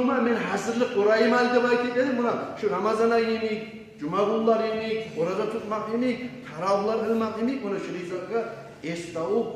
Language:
Kumyk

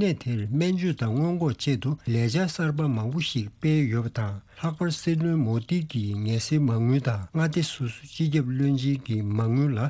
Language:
Tibetan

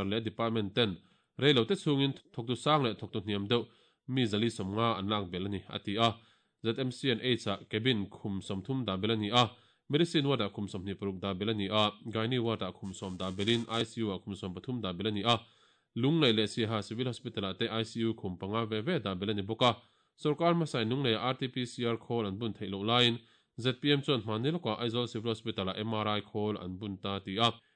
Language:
Mizo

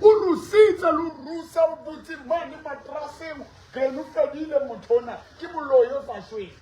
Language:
Southern Sotho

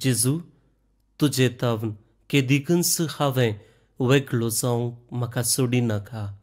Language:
Konkani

